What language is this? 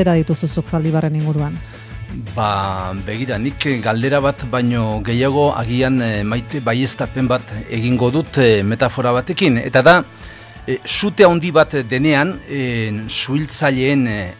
Basque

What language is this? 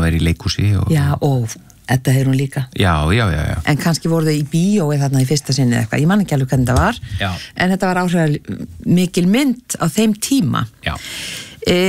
Icelandic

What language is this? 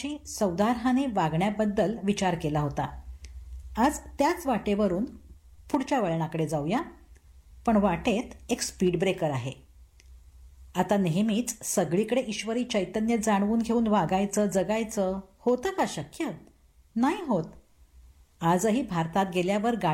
Marathi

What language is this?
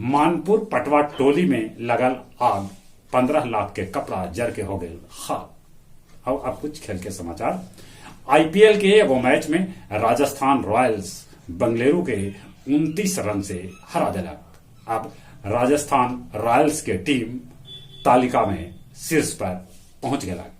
Magahi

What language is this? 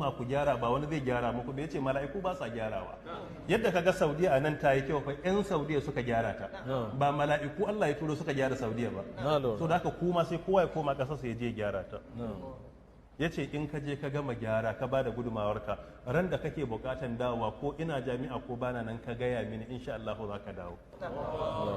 Hausa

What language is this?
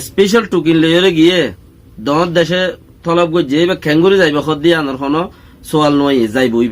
Rohingya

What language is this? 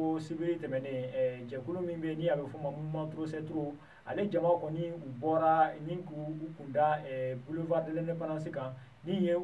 Bambara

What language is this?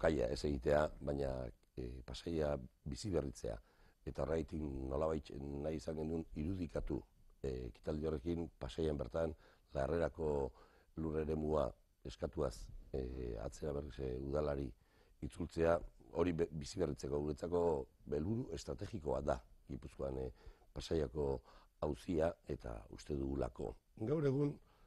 Basque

